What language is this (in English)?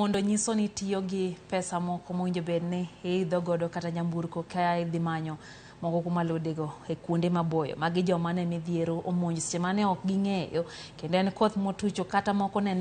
Luo (Kenya and Tanzania)